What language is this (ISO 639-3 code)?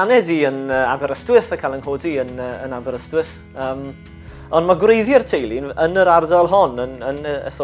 cym